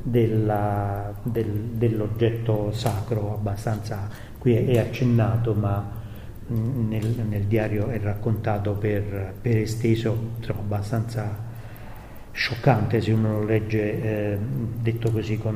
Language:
Italian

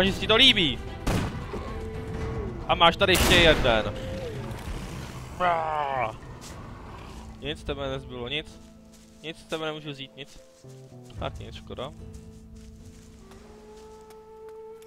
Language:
Czech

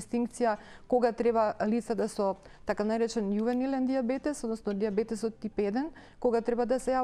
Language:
Macedonian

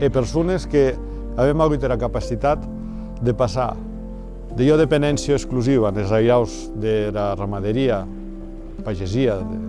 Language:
Occitan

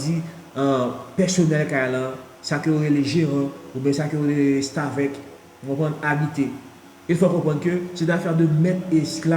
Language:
Haitian Creole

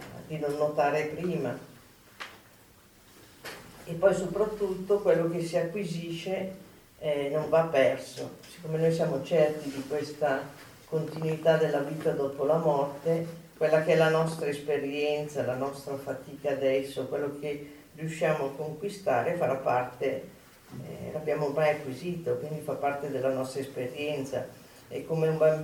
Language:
Italian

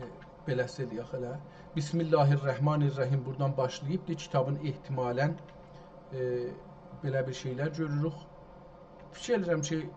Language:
South Azerbaijani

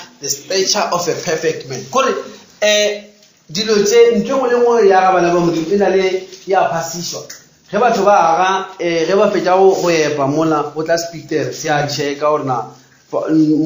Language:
Northern Sotho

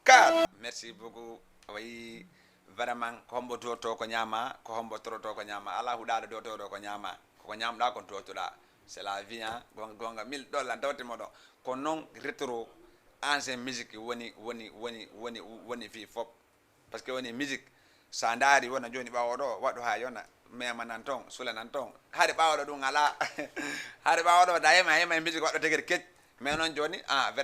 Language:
Fula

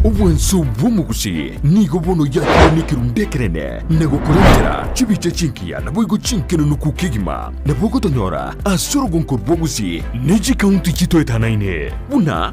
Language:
Gusii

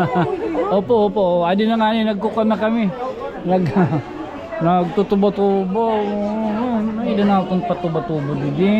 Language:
Waray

